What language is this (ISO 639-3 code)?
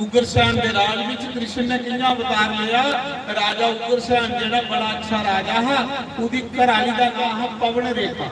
doi